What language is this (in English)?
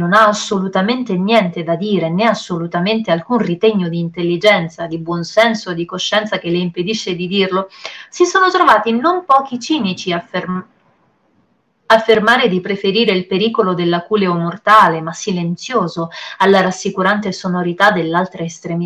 Italian